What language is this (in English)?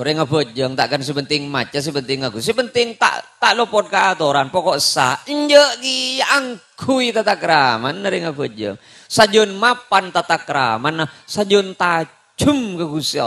Madurese